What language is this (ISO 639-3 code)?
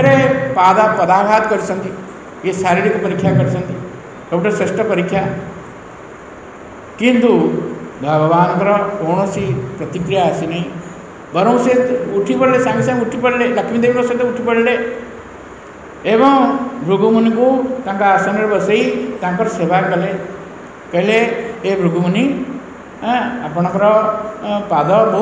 ori